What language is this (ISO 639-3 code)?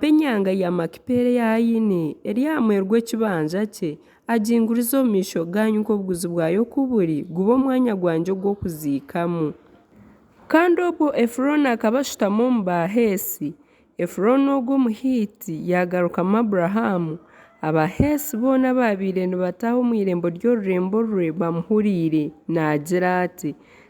nyn